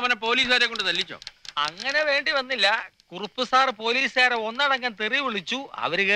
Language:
Malayalam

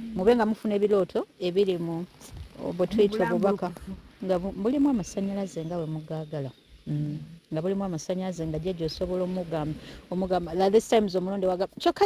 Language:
Ganda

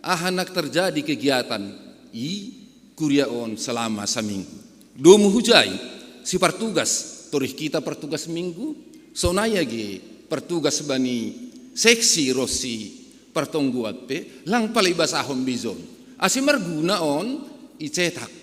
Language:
Batak Simalungun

